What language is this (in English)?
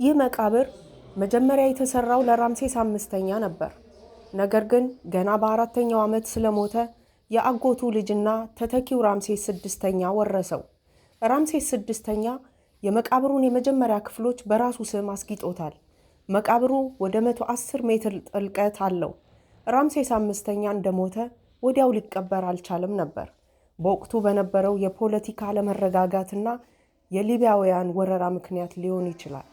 Amharic